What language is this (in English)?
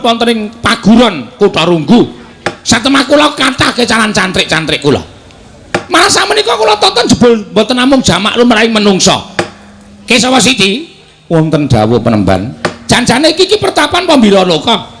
Javanese